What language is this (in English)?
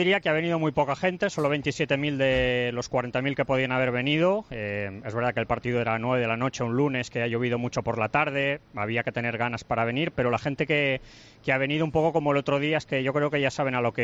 Spanish